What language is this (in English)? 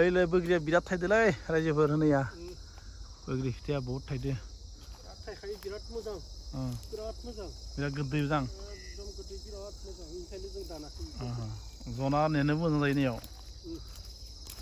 Bodo